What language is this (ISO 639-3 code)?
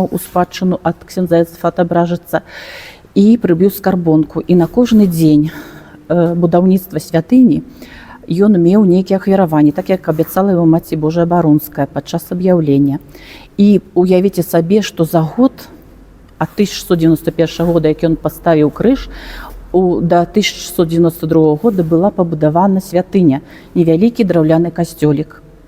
bel